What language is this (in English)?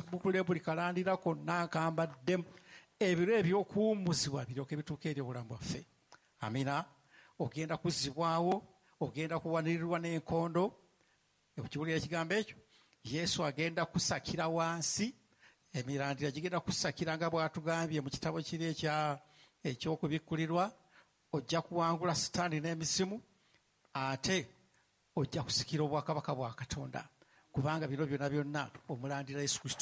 Ganda